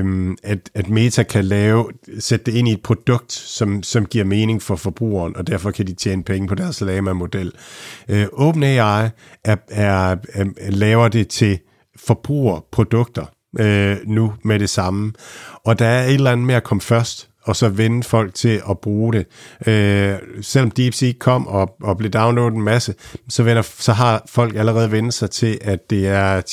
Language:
Danish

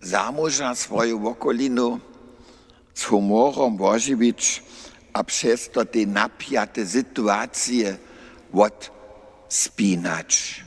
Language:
Upper Sorbian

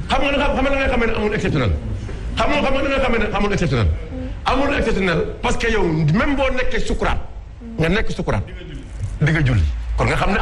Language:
Wolof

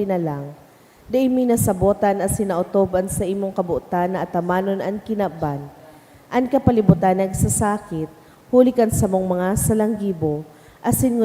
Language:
Bikol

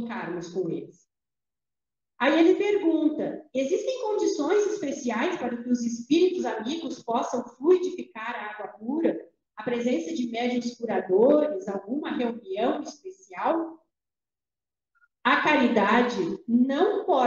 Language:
Portuguese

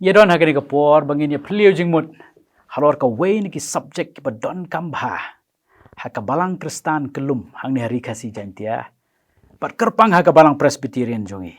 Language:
Khasi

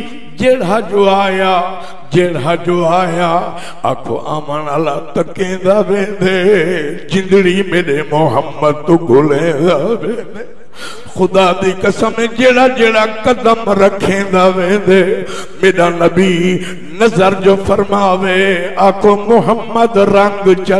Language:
Saraiki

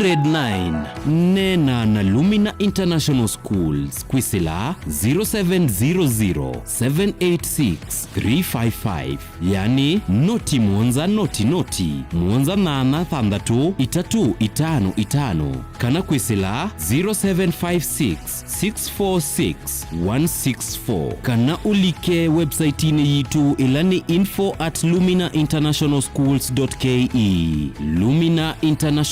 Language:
Kamba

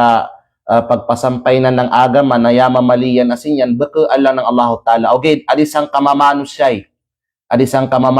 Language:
Kalagan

